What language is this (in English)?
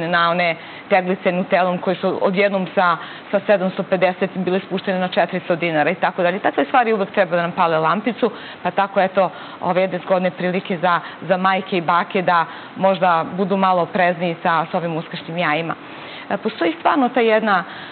Serbian